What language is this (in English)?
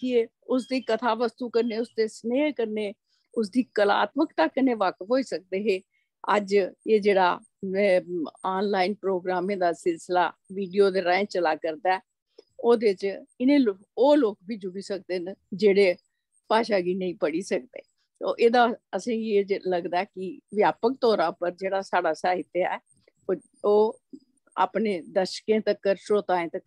Dogri